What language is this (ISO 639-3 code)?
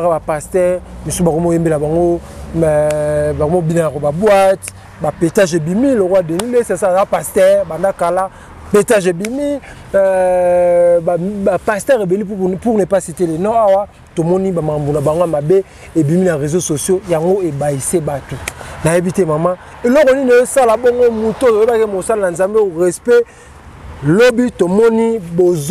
lin